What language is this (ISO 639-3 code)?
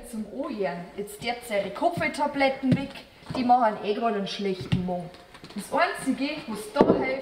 bar